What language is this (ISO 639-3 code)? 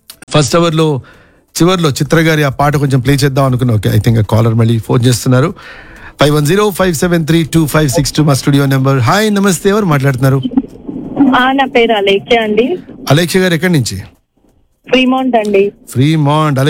tel